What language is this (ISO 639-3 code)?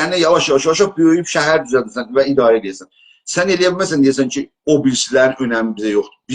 azb